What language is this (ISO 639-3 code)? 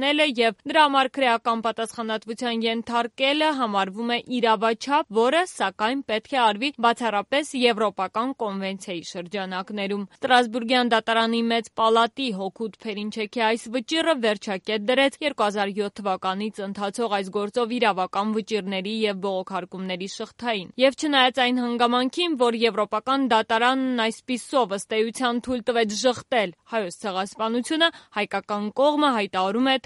hye